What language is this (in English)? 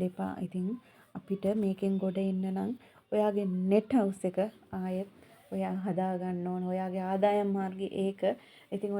Sinhala